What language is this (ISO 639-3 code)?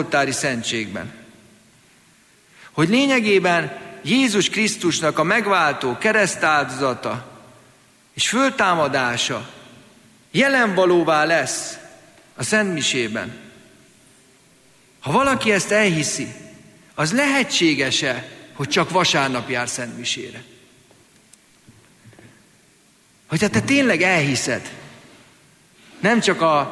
hun